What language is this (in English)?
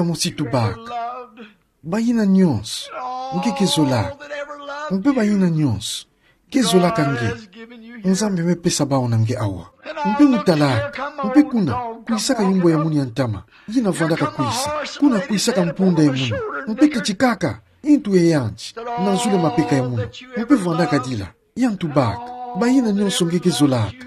Kituba (Democratic Republic of Congo)